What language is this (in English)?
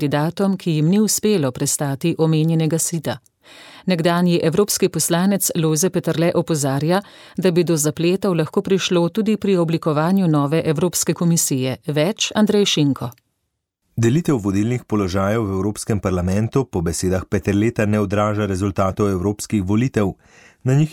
Slovenian